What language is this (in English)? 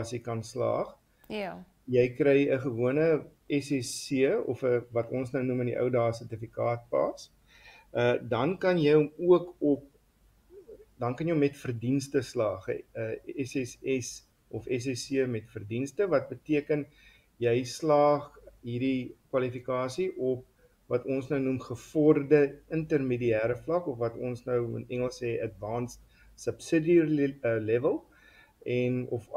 Afrikaans